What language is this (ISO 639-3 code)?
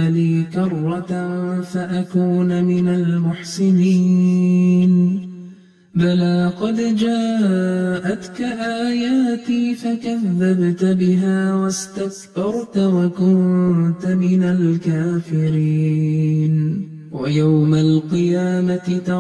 ara